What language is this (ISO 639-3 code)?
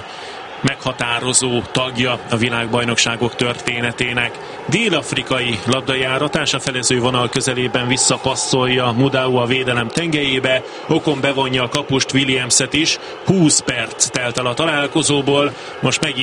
hun